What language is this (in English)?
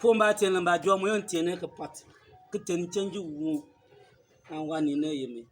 Bimoba